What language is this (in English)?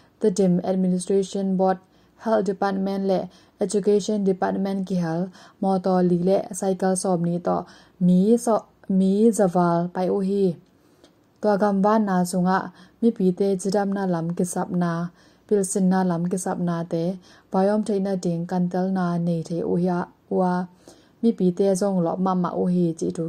Tedim Chin